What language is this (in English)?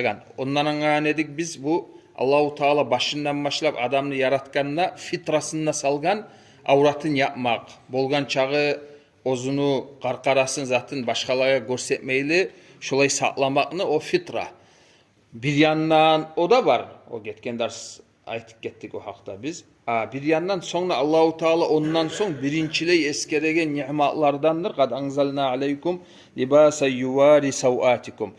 Kumyk